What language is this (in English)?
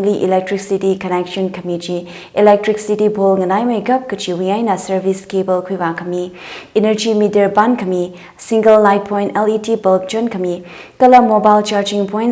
Tangkhul Naga (India)